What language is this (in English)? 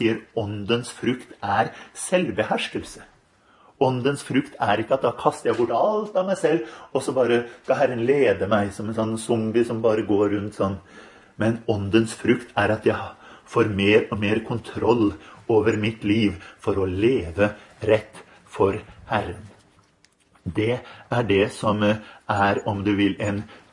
Norwegian